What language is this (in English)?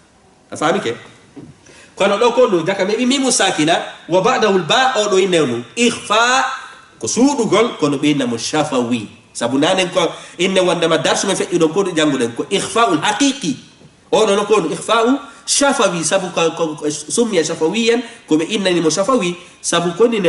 Fula